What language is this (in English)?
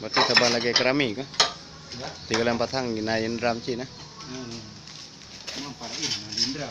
Achinese